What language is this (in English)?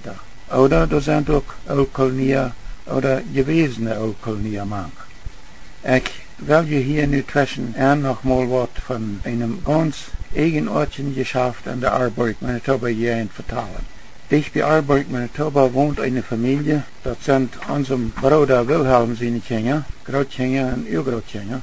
Plautdietsch